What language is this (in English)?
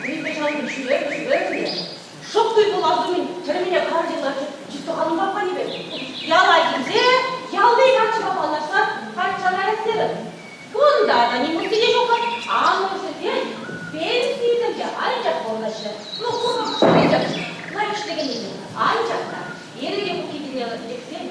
Chuvash